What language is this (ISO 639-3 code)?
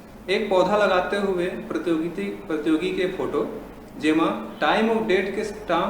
hne